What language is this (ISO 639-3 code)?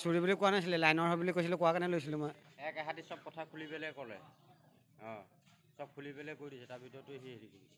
asm